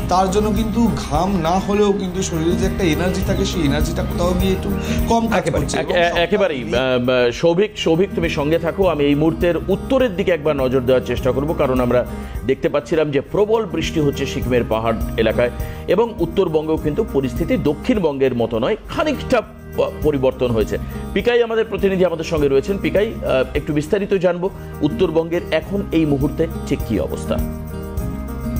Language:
Bangla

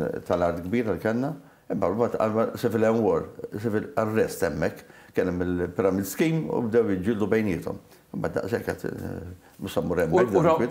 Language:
Maltese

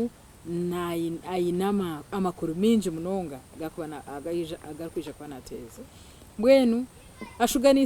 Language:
Nyankole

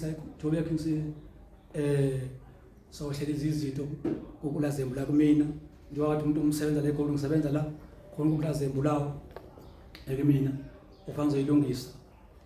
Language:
Zulu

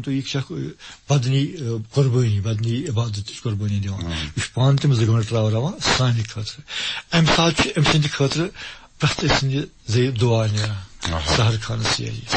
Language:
Kashmiri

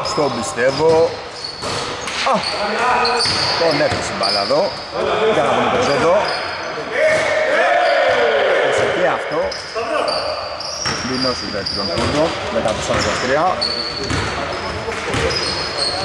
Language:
Greek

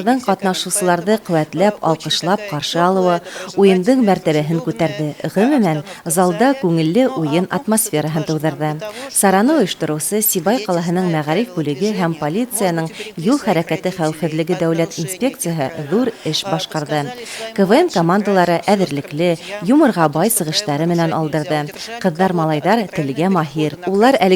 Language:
Bashkir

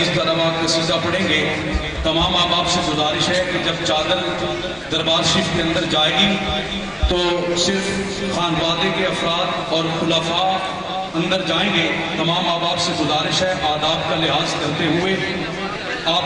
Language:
Urdu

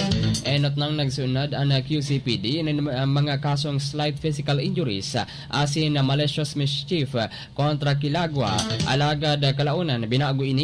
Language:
Bikol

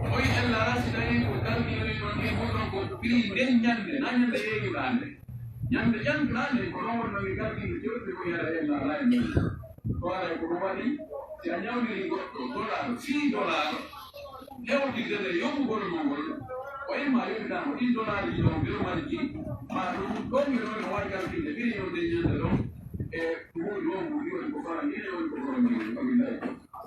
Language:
Pular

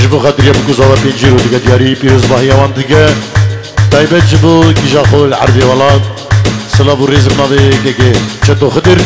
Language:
Kurdish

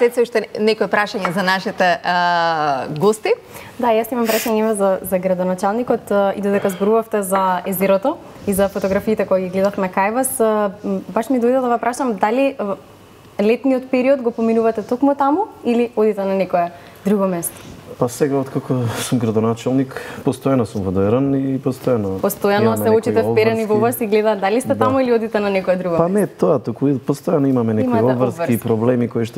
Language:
Macedonian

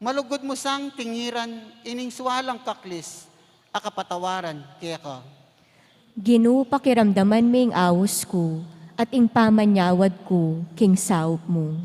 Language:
Pampanga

